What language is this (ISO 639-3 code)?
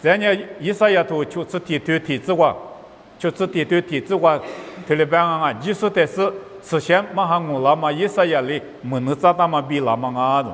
lis